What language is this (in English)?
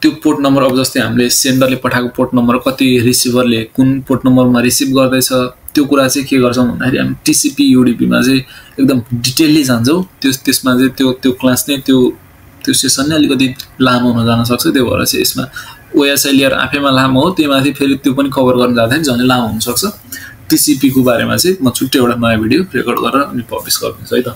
Nepali